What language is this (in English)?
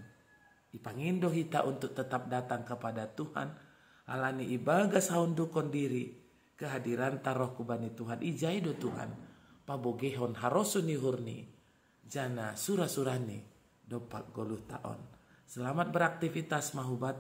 Batak Simalungun